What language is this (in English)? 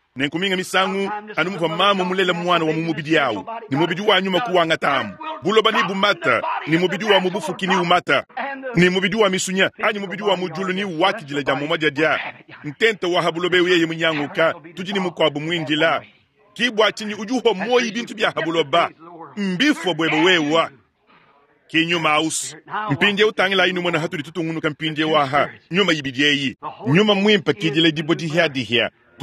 Luba-Lulua